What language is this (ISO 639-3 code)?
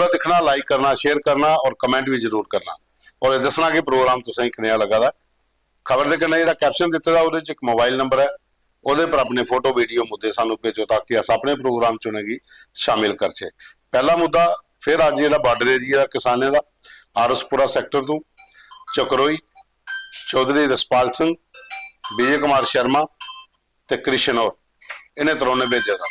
doi